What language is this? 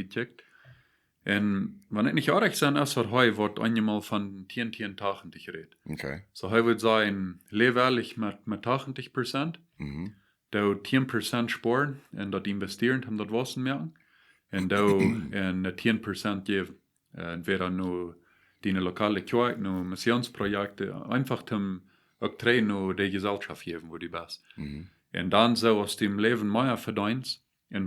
Plautdietsch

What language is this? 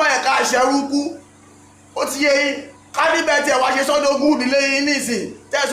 Yoruba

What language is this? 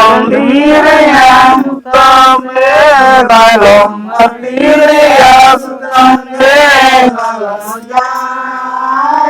Santali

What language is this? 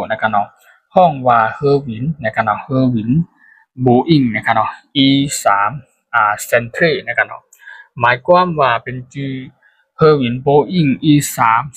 Shan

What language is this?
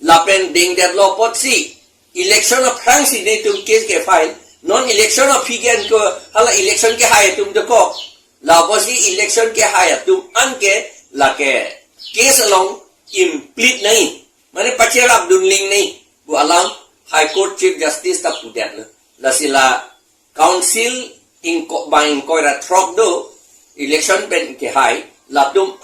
Karbi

